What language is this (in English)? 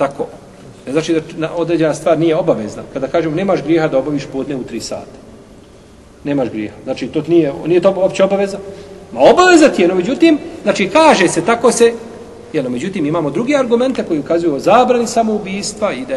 Bosnian